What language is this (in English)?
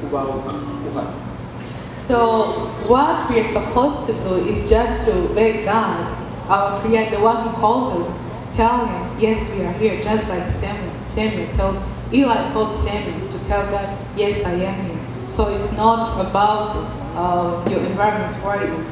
Kinyarwanda